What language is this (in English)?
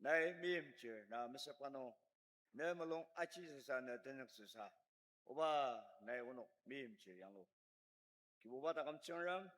Ao Naga